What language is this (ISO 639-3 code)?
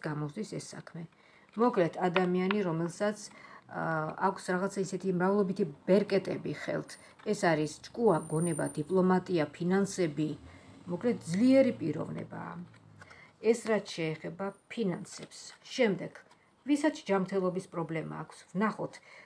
kat